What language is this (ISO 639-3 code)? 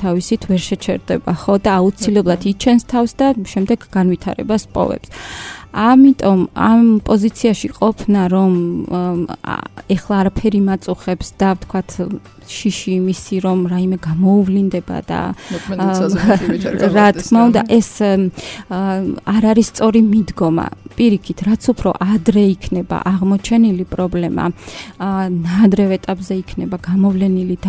kat